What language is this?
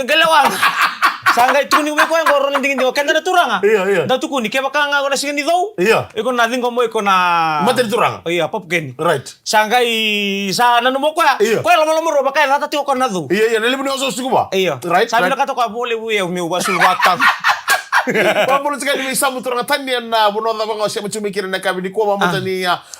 Fijian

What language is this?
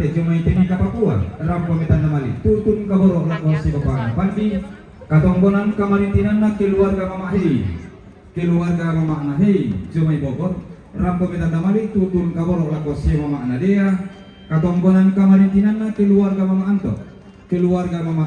Toraja-Sa'dan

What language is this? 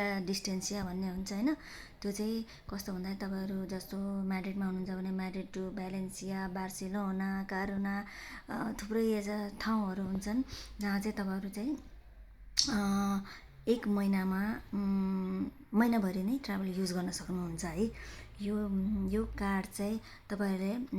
Nepali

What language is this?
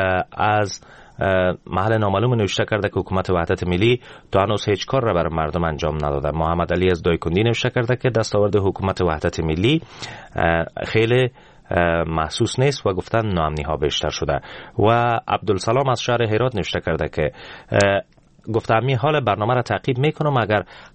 Persian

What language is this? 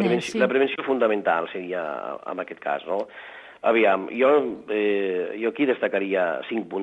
Catalan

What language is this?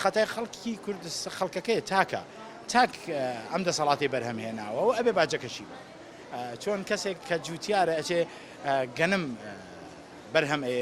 Central Kurdish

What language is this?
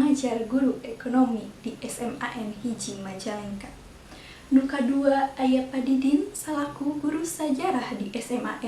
Sundanese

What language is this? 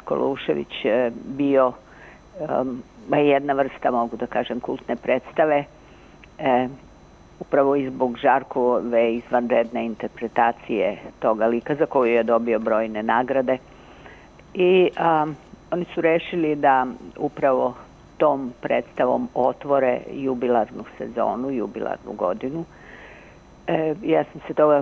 Serbian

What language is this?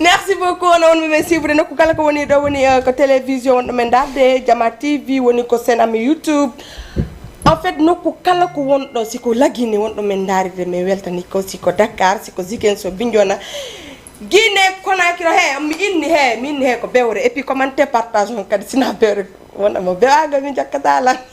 Fula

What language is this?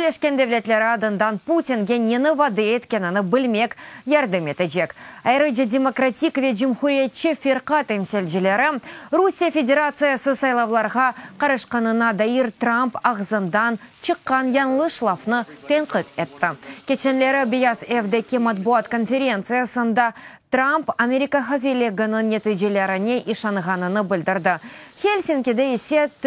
Crimean Tatar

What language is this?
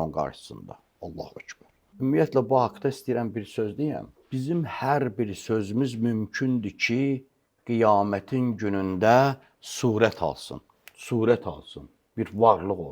Azerbaijani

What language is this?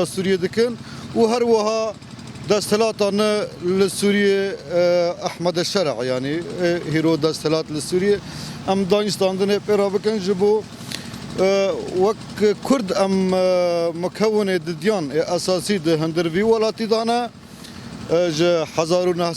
Kurdish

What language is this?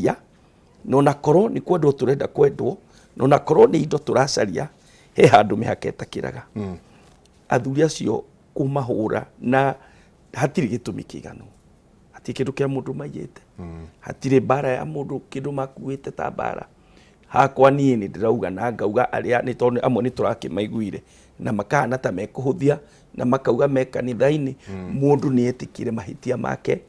Kikuyu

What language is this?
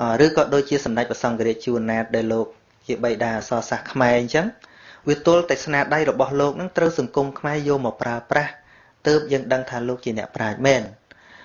Khmer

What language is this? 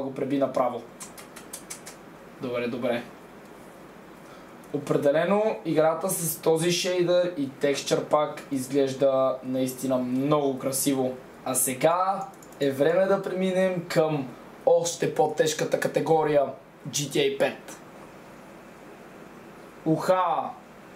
Bulgarian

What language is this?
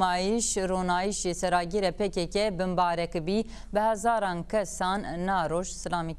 Zaza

